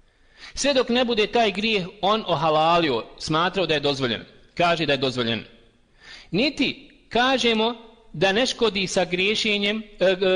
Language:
Bosnian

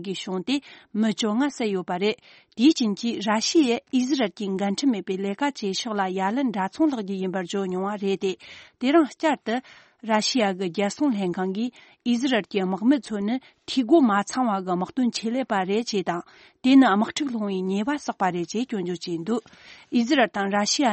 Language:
Tibetan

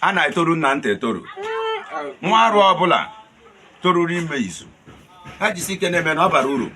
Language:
Igbo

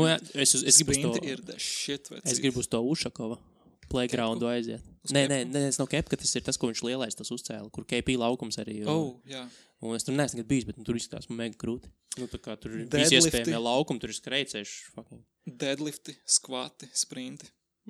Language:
Latvian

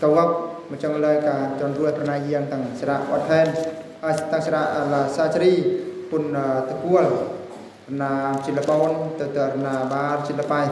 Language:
Eastern Bru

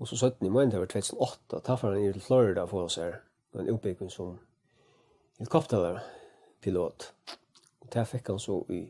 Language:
Faroese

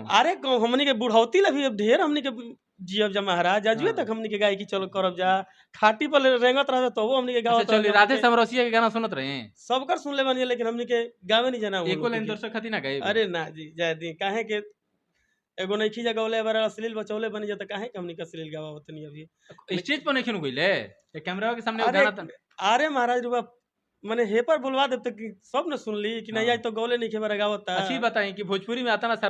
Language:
Bhojpuri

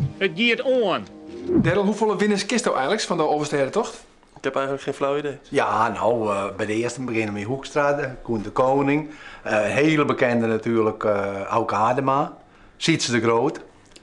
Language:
Western Frisian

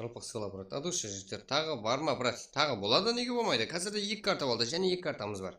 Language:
Kara-Kalpak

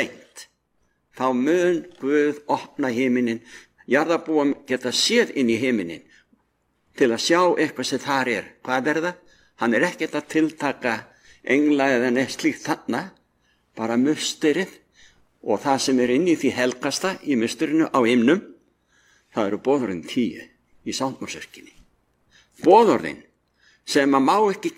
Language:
Icelandic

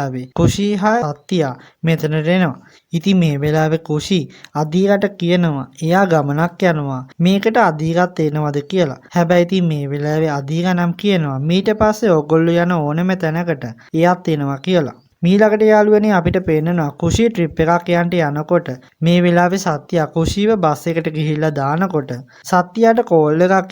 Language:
Sinhala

